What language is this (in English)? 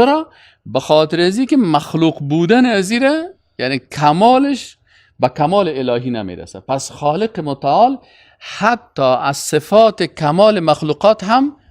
Persian